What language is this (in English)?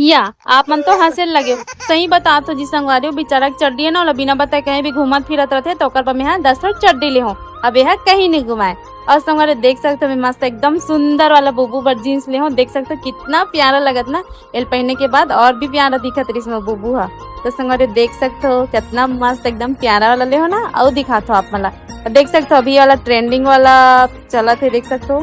Chhattisgarhi